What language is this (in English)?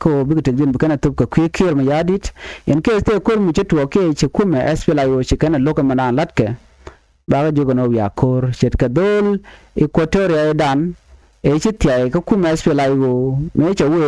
Nuer